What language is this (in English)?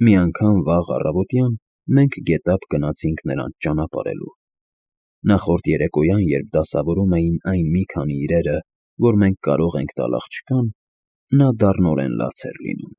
Armenian